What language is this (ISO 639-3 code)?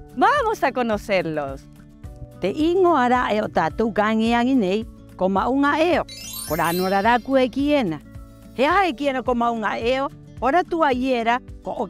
rap